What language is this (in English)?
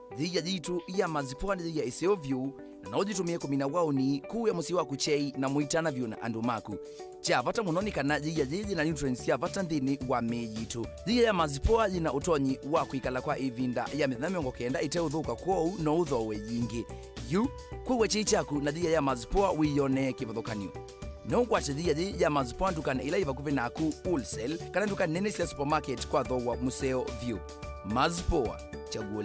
Kamba